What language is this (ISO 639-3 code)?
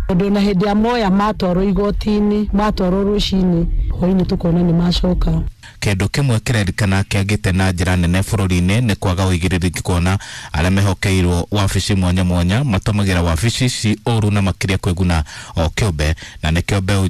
kik